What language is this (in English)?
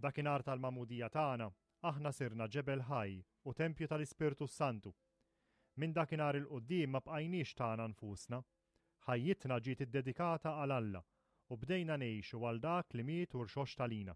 Maltese